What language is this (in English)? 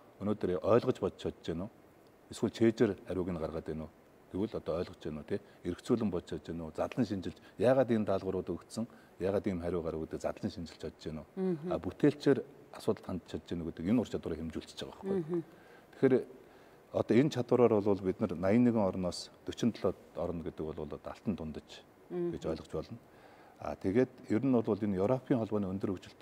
Mongolian